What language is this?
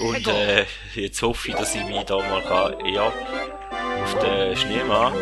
Swiss German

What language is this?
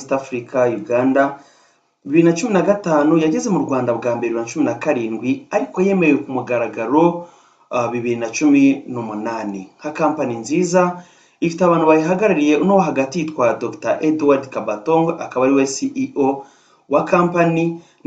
Kinyarwanda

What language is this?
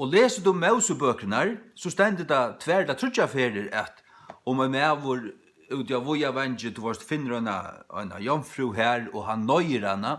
Faroese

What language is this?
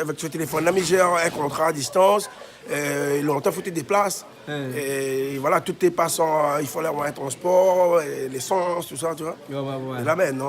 Réunion Creole French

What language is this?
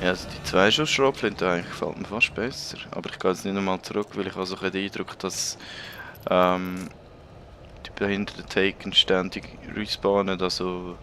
Swiss German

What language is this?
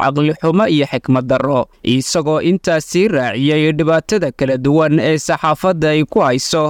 Somali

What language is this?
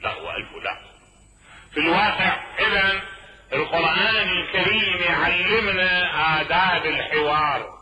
Mesopotamian Arabic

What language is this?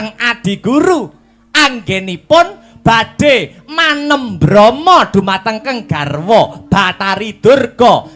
Javanese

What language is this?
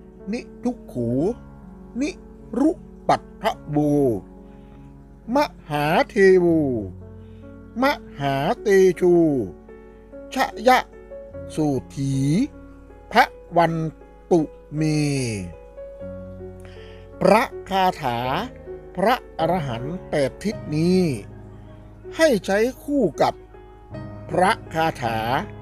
Thai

